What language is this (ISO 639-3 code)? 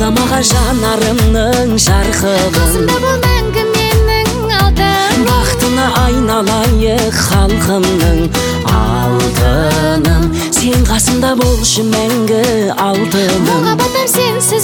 kaz